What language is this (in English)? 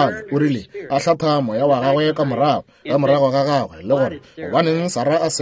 Northern Sotho